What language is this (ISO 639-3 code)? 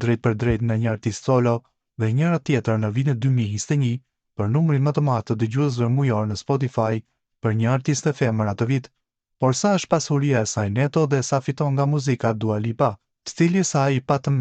sqi